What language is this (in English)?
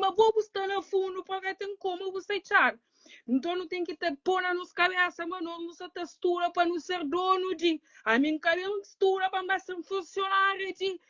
Kabuverdianu